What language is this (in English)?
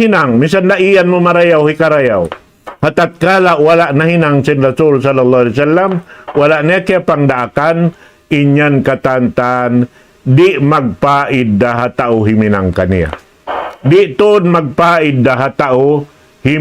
Tausug